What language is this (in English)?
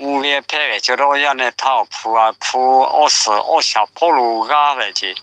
Lahu